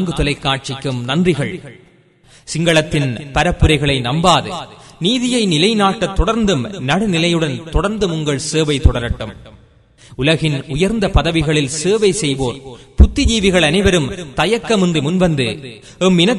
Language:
Tamil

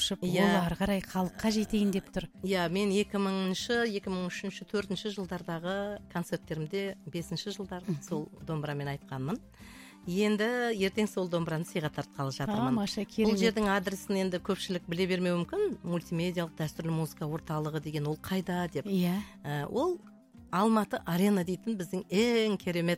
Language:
Kazakh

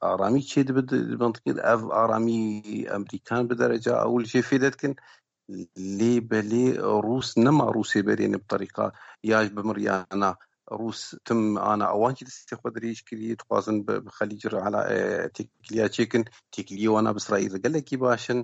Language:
Kurdish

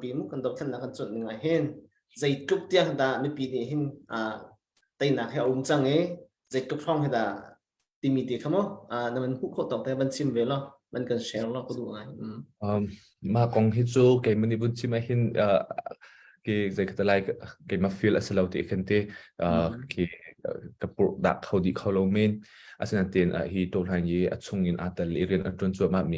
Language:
Hakha Chin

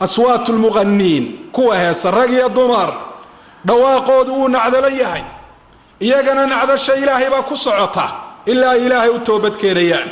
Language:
Somali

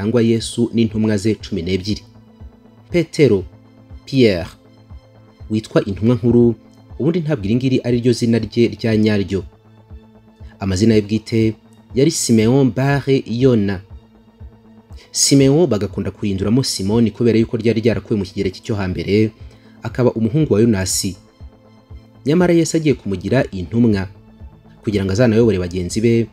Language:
Kinyarwanda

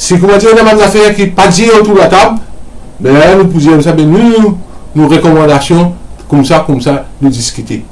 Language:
Morisyen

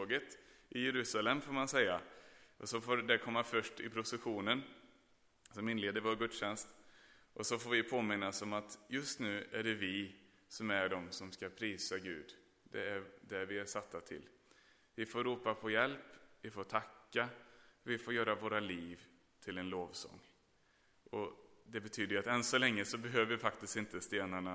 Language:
Swedish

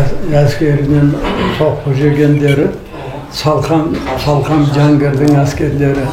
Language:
Kazakh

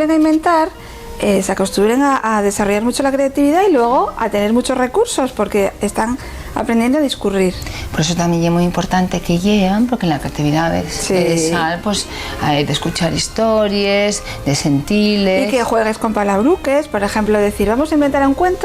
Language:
Asturian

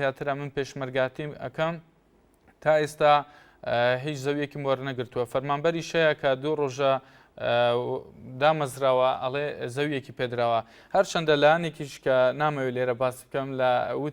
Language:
Central Kurdish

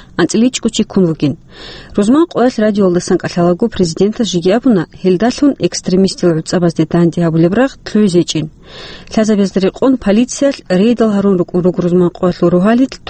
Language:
Avaric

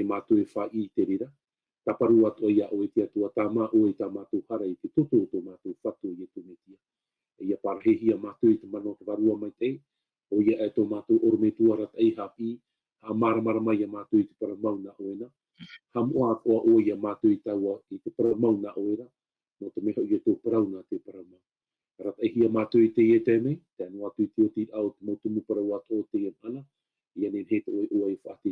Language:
Tahitian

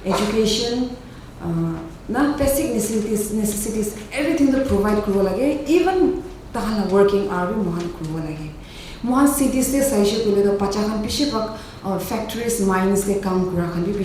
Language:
Naga Pidgin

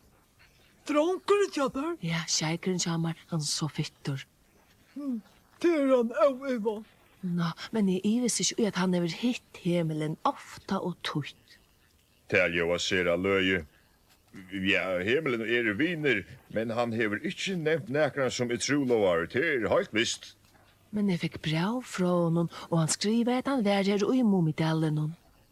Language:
Faroese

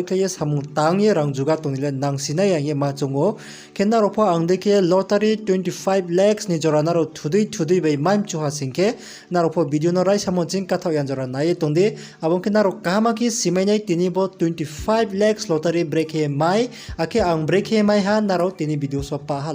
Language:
Riang (India)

